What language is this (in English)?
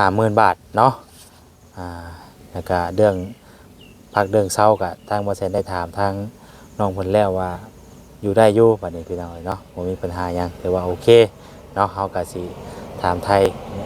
Lao